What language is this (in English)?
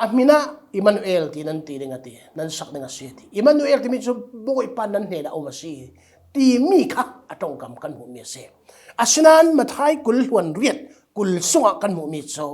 Falam Chin